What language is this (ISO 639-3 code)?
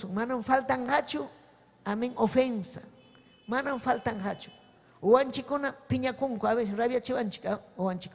quy